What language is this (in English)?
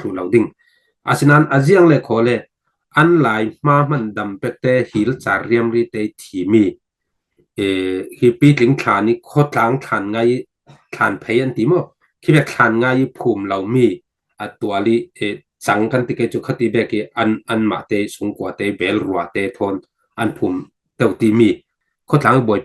Falam Chin